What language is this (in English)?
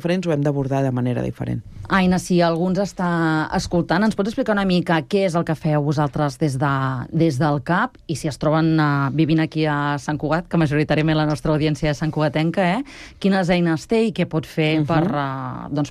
Catalan